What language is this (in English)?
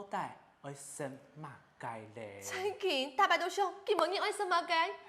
Hakka Chinese